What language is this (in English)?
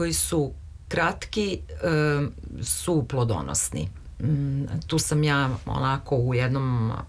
Serbian